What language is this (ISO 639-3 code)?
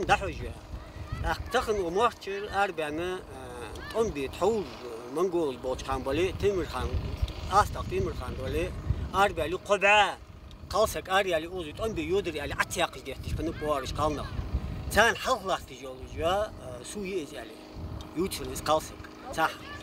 inh